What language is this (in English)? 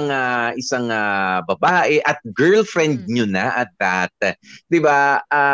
Filipino